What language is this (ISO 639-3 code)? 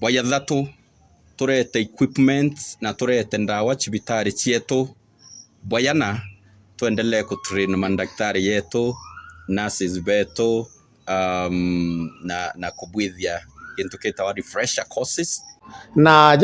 mer